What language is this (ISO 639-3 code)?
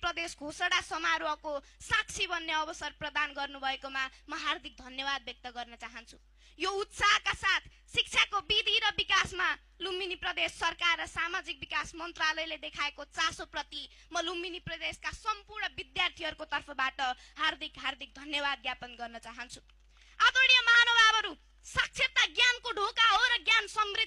nep